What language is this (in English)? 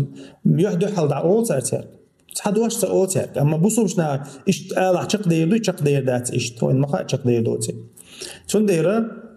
Chechen